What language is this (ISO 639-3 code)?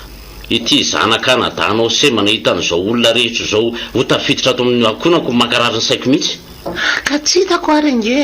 mlg